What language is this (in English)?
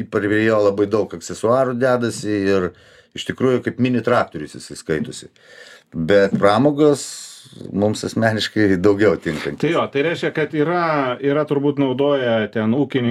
Lithuanian